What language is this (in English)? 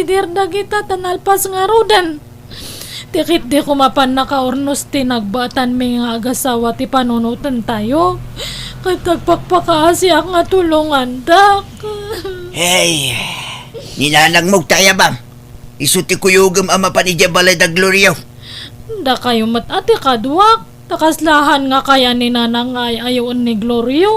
Iloko